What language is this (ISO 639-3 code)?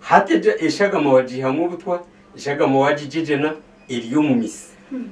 nyn